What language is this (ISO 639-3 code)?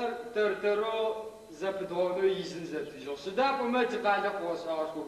ady